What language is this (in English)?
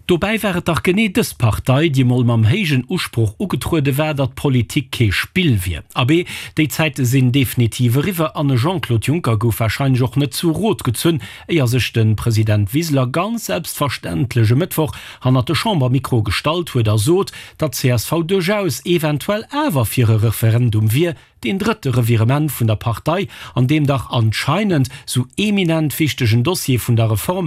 Luxembourgish